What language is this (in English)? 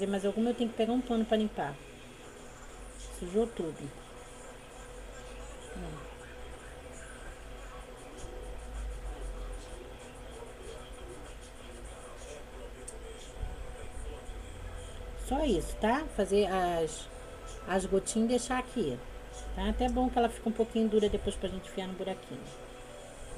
Portuguese